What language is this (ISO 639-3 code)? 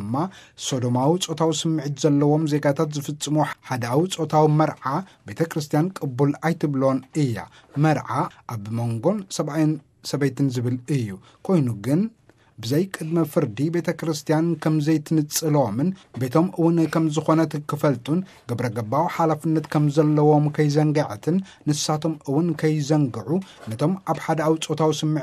tir